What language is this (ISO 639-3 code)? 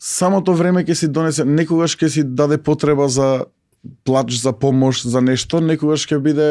mkd